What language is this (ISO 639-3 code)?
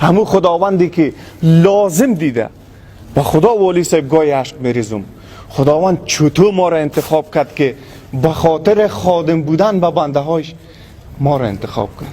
fas